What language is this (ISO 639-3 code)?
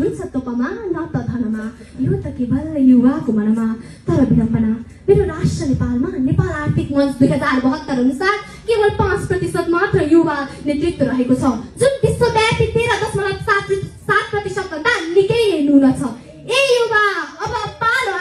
nep